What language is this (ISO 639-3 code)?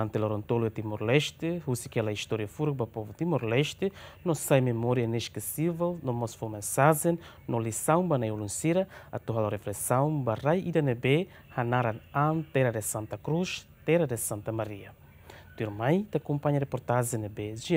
tet